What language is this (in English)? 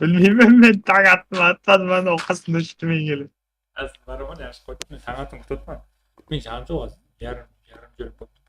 Kara-Kalpak